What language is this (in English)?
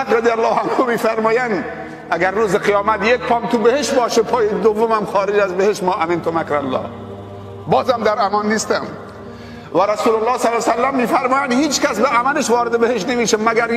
Persian